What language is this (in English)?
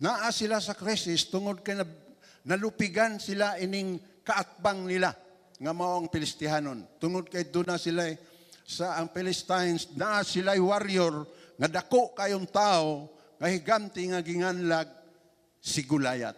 Cebuano